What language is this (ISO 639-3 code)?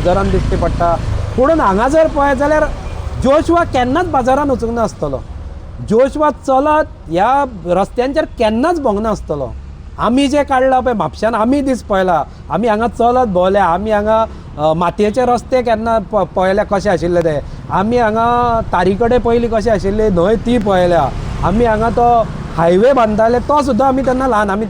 kok